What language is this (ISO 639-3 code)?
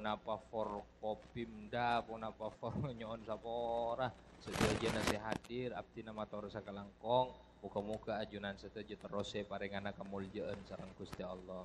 mad